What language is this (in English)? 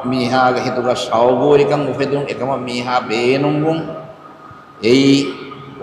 Divehi